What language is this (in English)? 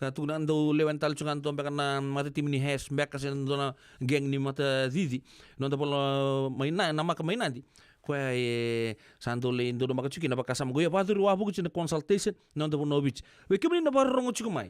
Fijian